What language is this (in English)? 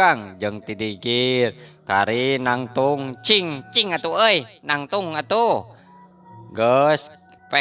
Sundanese